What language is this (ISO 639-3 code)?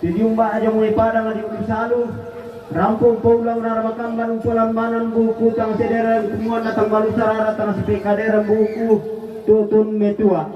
sda